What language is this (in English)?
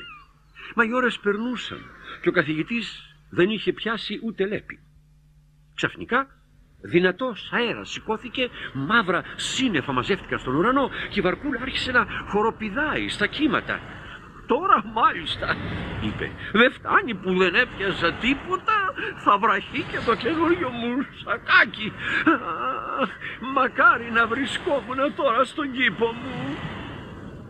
Greek